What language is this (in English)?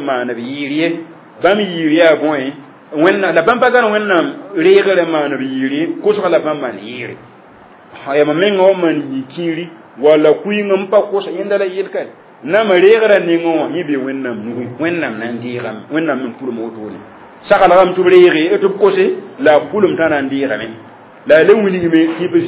Mossi